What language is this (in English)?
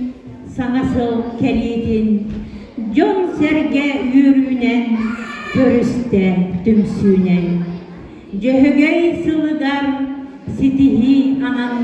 Yakut